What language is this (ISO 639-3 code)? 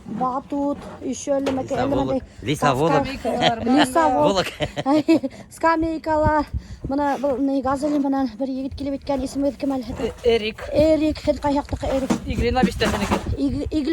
bak